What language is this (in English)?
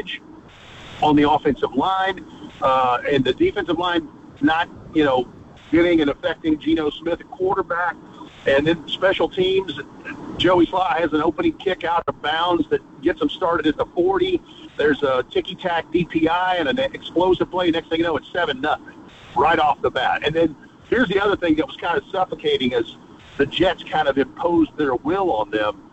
English